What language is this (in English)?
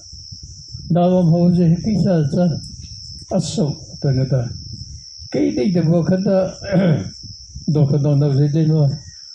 Mara Chin